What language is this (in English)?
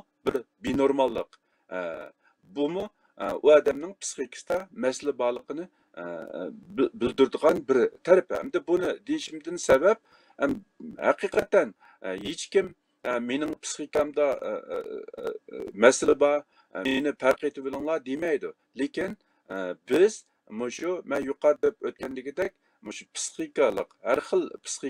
Uyghur